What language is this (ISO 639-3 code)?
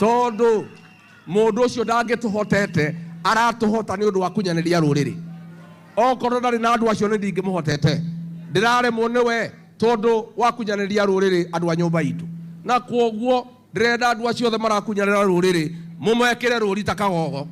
kik